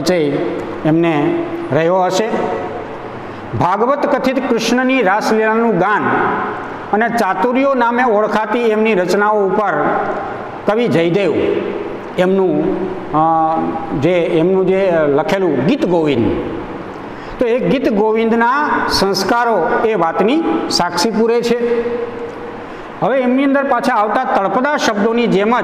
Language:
Gujarati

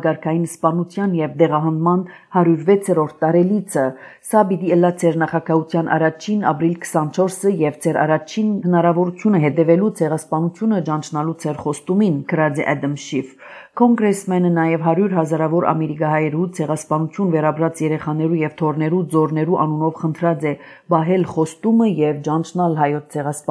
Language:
Armenian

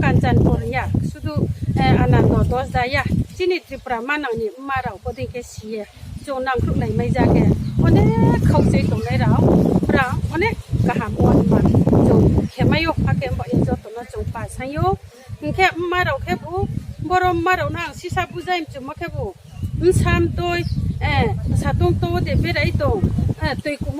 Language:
Riang (India)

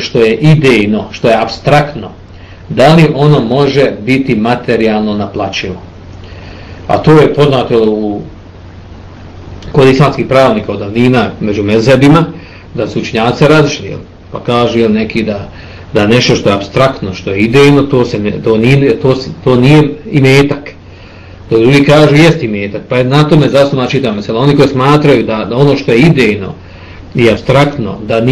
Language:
Bosnian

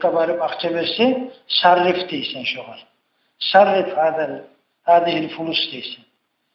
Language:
Kumyk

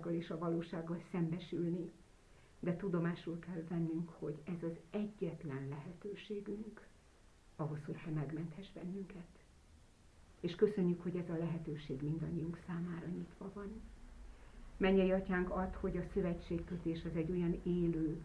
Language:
Hungarian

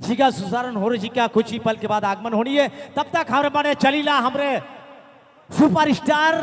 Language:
Sadri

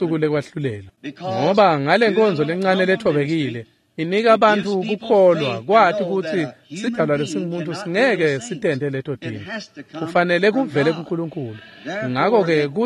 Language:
Swati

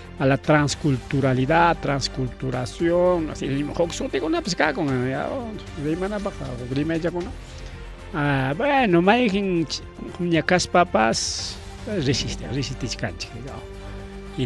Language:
Ayacucho Quechua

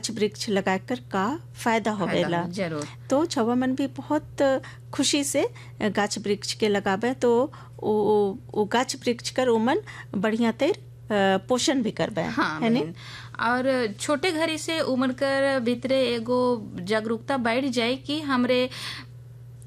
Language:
Sadri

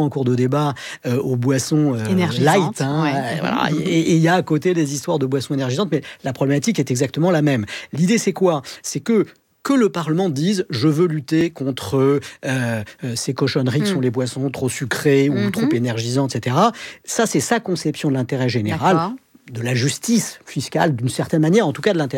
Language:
French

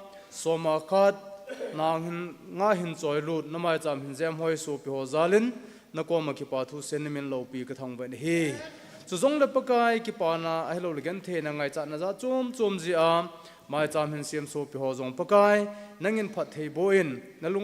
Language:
Thado Chin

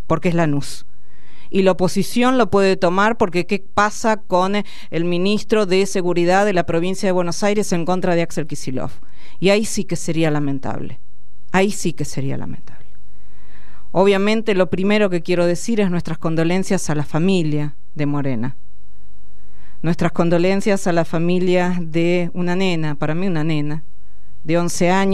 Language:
Spanish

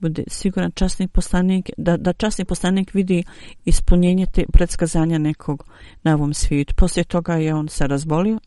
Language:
Bosnian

